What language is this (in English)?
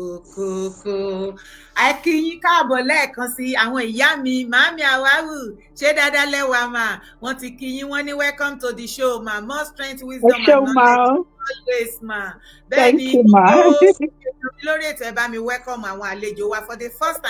Yoruba